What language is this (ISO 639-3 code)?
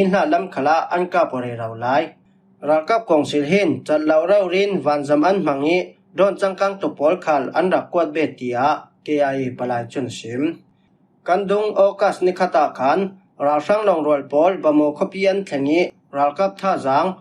cfm